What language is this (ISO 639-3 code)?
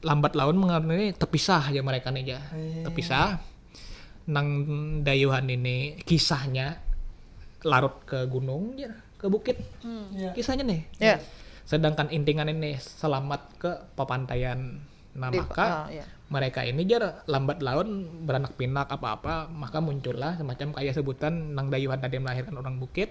bjn